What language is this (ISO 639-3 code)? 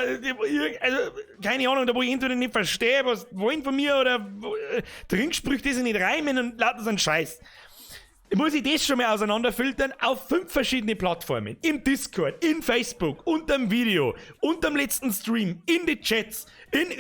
bar